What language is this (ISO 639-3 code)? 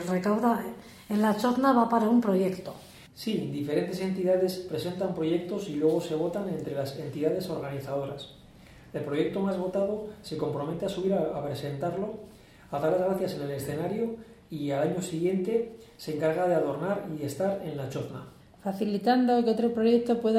spa